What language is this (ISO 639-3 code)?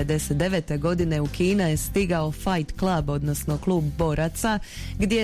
hrv